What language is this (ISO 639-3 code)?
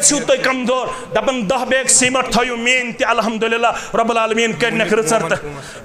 kas